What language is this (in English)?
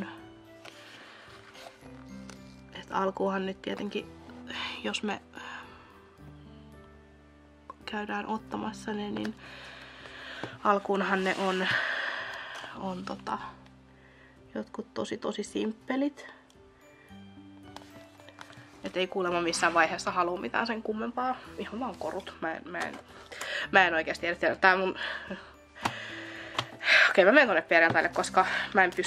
Finnish